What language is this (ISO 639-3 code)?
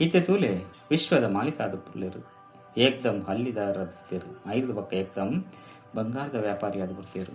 tcy